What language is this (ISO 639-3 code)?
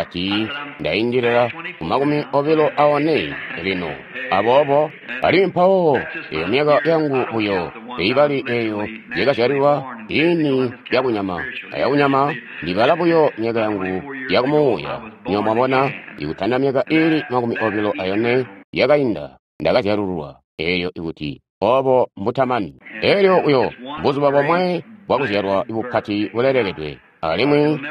toi